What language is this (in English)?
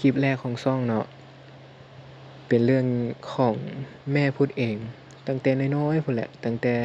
Lao